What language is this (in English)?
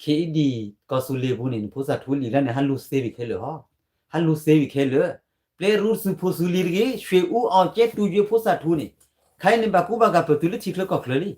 S'gaw Karen